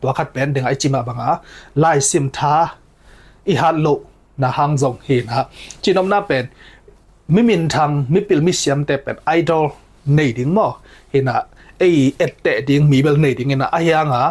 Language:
Tedim Chin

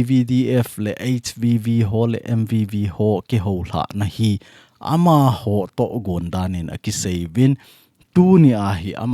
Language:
Thado Chin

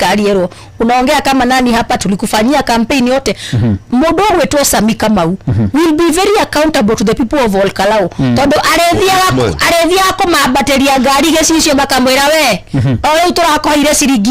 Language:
Kikuyu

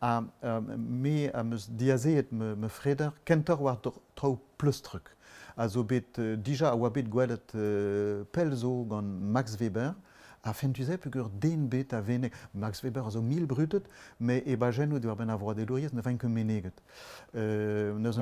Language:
Breton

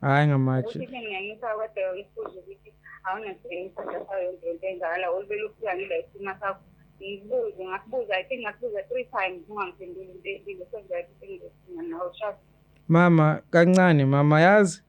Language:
Zulu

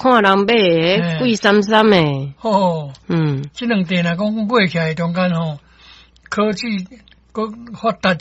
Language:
Min Nan Chinese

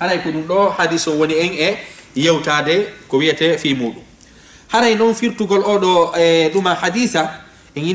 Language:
Fula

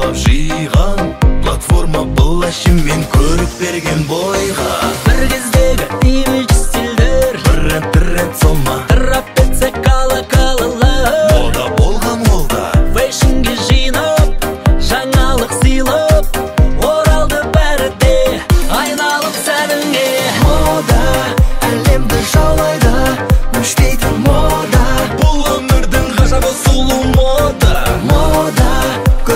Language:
Kazakh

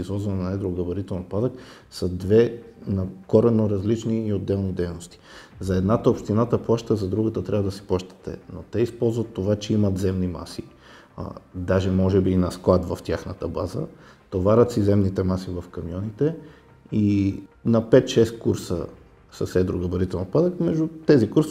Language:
Bulgarian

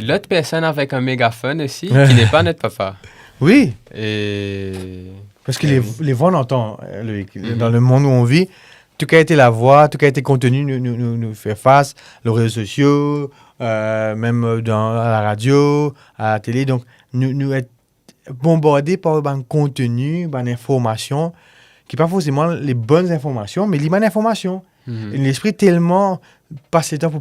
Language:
Morisyen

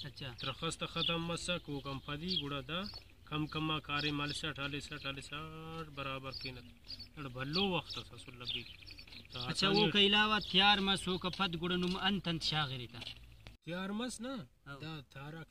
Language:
Brahui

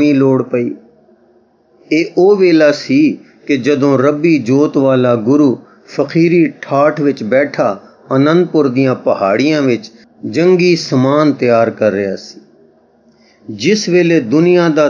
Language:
Punjabi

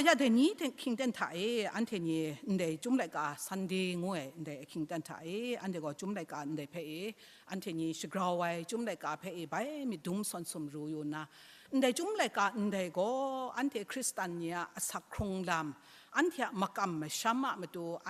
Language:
Kachin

